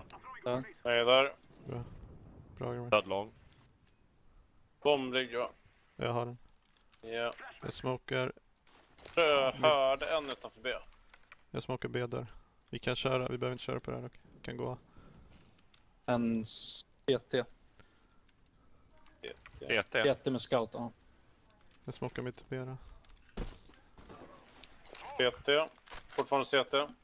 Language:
Swedish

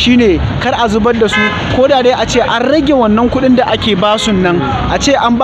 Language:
Hausa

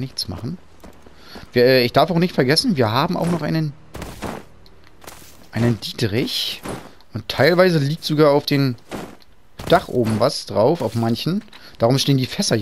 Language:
German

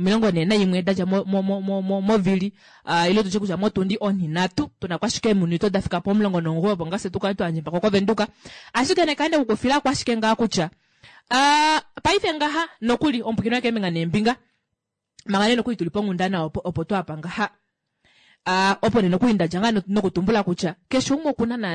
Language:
Kuanyama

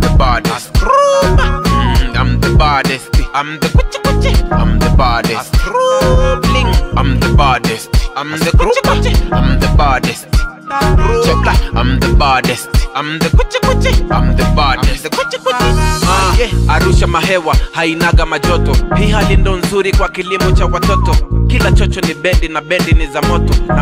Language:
Swahili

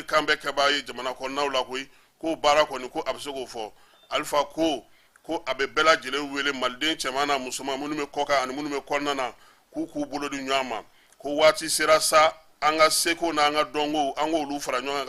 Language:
Bambara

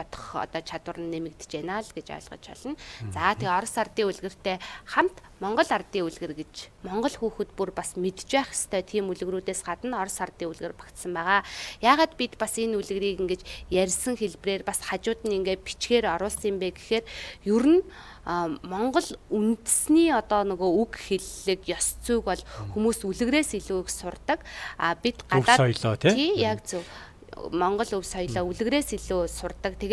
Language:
Mongolian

